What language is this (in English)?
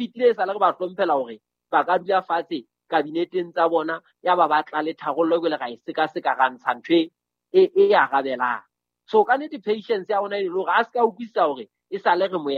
Southern Sotho